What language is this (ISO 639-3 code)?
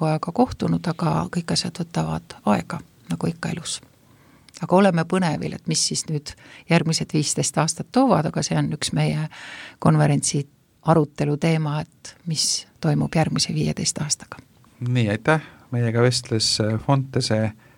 est